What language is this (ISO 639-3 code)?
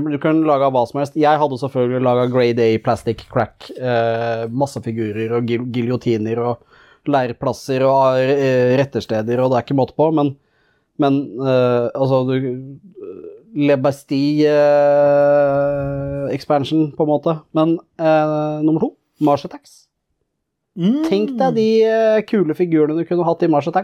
nor